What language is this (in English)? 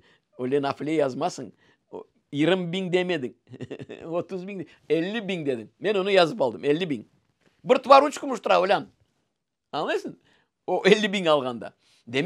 Crimean Tatar